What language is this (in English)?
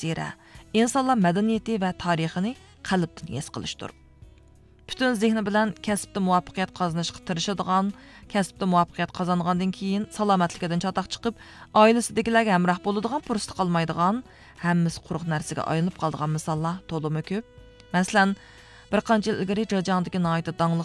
Uyghur